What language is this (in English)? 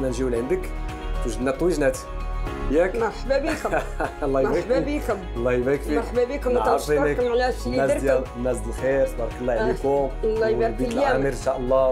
Moroccan Arabic